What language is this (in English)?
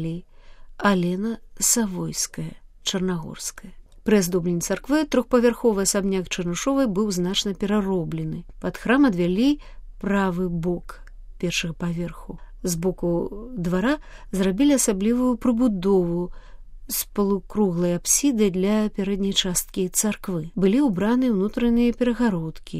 Belarusian